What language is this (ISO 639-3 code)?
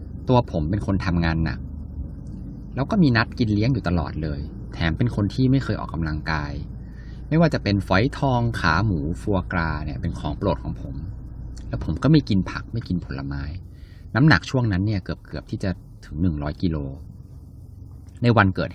tha